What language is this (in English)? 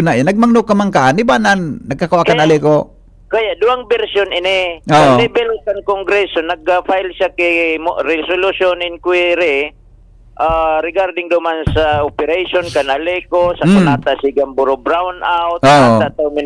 Bikol